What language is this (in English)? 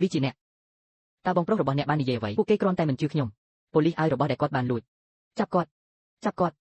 Khmer